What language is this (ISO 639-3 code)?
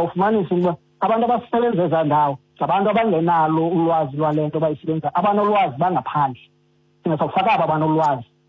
xho